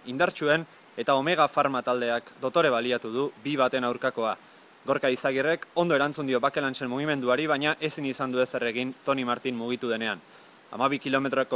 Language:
Basque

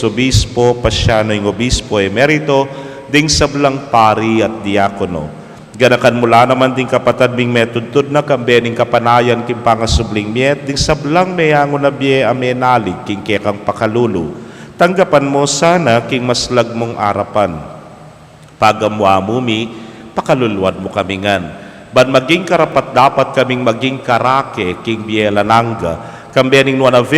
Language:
Pampanga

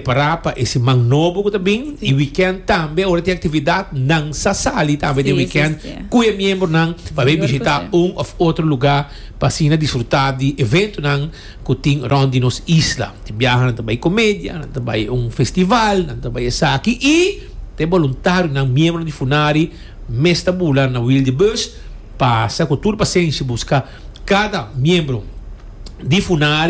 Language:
Papiamento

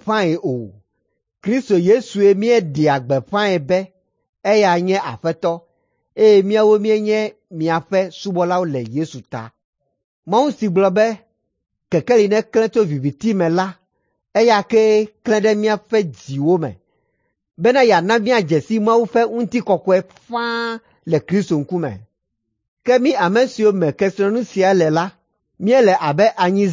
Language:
Ewe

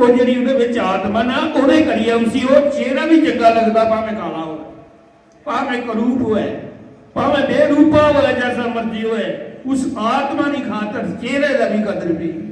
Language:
Dogri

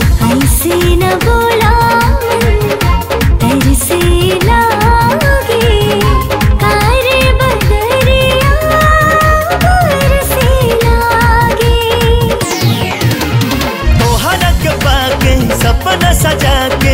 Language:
Bhojpuri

